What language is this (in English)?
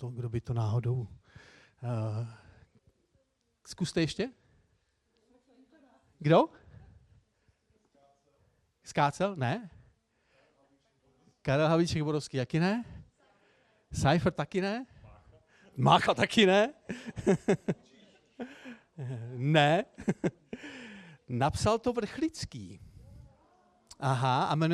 Czech